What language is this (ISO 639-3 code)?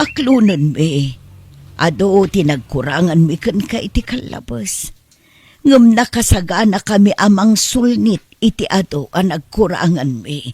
ilo